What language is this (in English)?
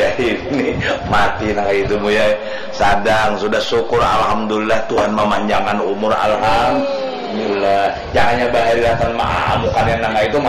Banjar